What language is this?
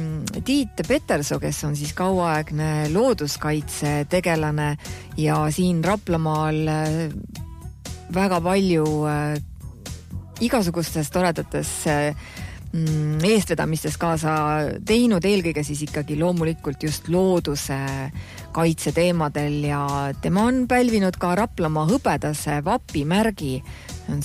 Estonian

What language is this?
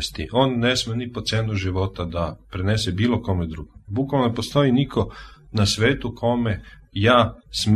Serbian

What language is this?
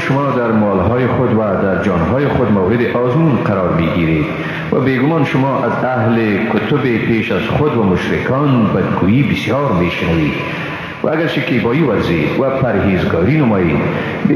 Persian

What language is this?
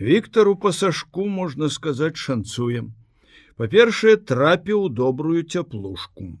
Belarusian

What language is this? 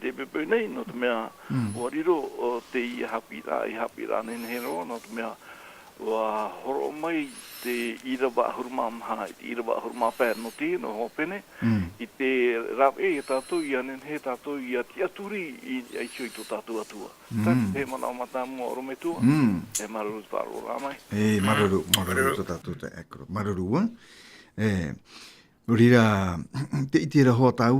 Tahitian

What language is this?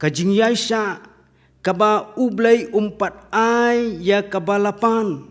Khasi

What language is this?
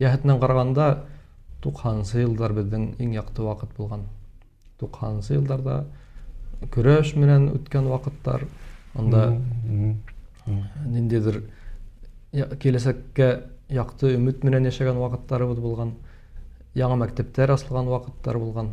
Bashkir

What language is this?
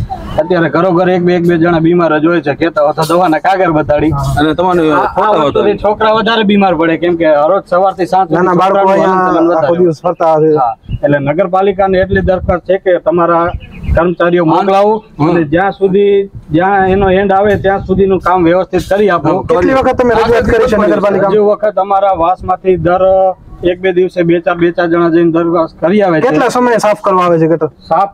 Gujarati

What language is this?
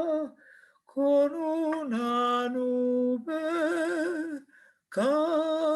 Ladino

